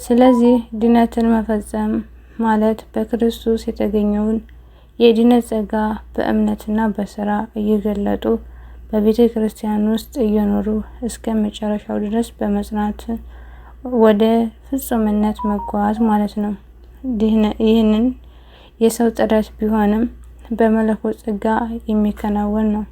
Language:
Amharic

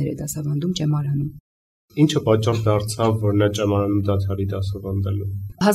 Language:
Armenian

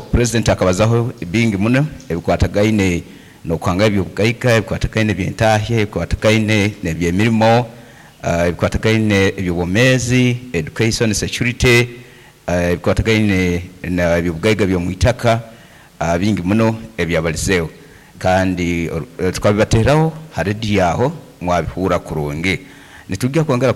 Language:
Nyankole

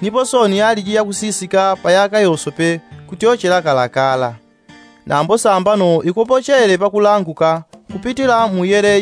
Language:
Yao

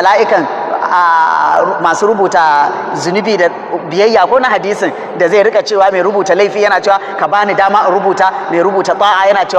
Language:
Hausa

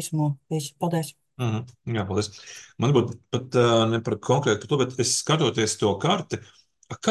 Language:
Latvian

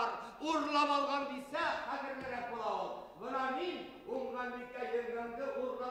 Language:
Bashkir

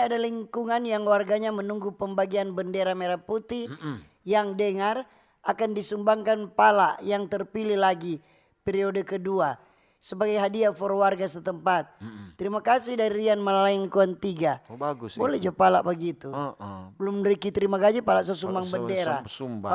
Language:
Manado Malay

